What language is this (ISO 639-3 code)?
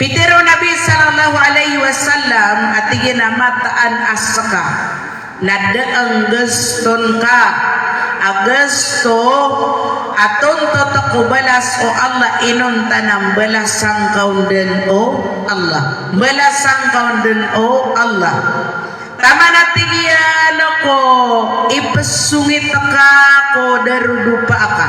mrw